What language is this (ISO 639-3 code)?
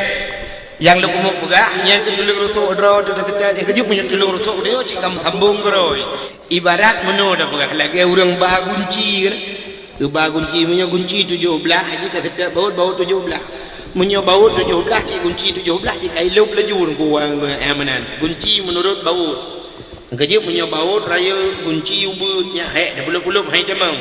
ace